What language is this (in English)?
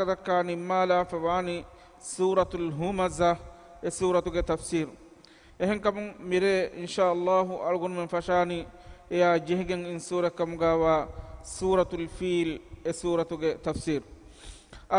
Divehi